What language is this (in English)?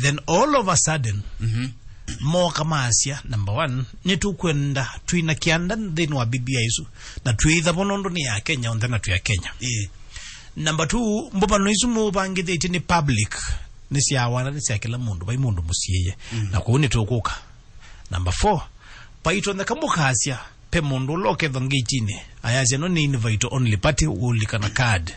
Kamba